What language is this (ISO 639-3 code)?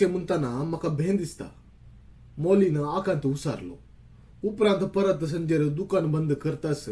kok